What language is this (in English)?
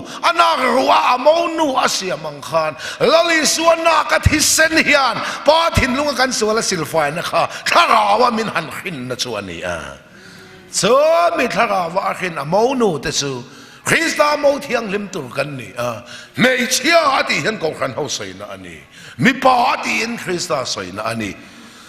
Mizo